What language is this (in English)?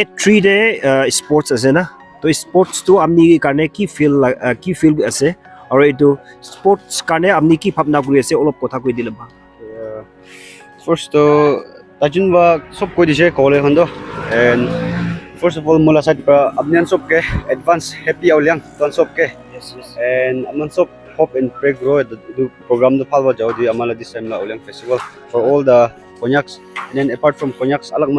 Naga Pidgin